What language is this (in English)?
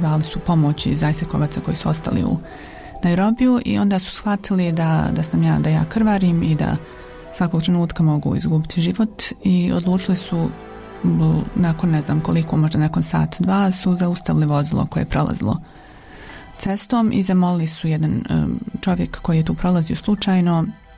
Croatian